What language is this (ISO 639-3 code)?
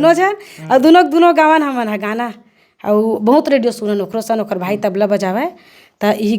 hne